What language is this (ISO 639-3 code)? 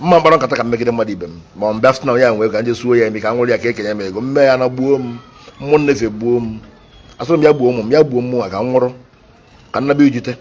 ibo